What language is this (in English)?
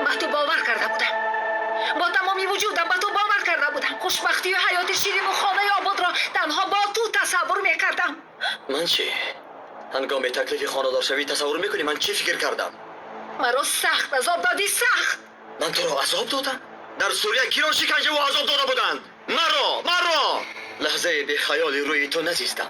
Tajik